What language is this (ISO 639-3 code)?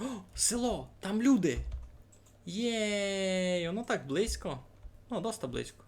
rue